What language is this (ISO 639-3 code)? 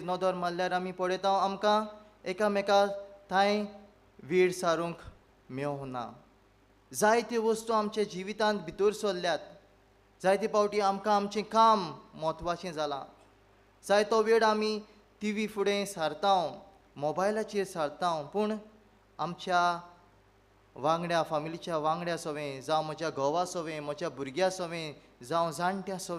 kok